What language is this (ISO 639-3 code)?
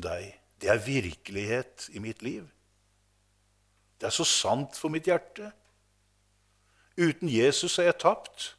nor